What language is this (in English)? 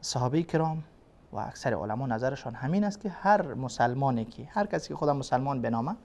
Persian